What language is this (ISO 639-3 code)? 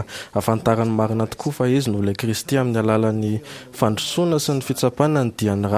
mlg